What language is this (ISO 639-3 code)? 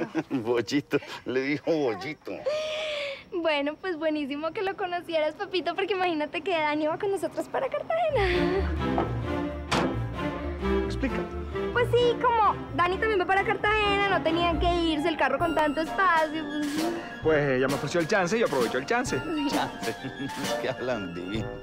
spa